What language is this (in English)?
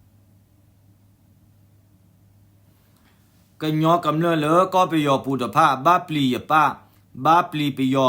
S'gaw Karen